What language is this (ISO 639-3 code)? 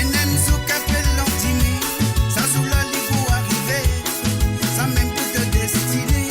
mfe